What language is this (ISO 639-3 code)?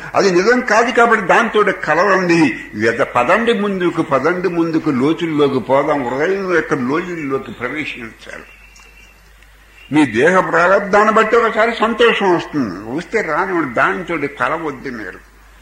tel